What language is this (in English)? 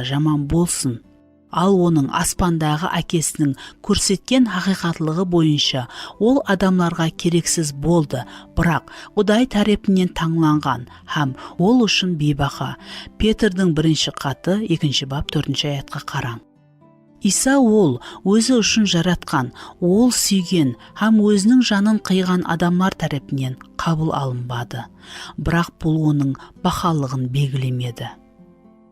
Kara-Kalpak